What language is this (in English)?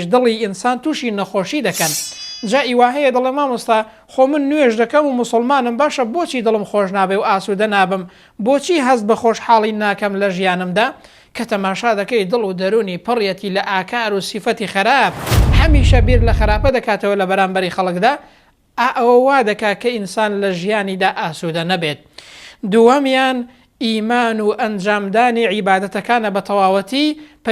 Central Kurdish